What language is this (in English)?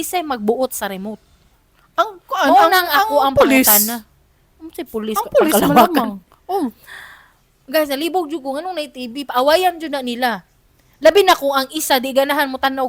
Cebuano